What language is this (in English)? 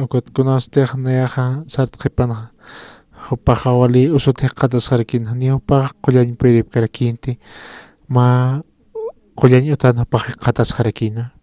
Aymara